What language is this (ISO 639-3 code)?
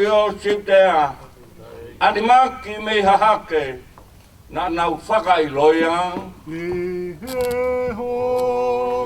ton